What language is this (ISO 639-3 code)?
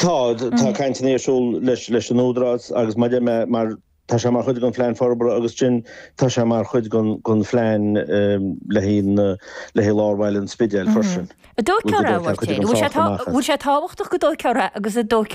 gle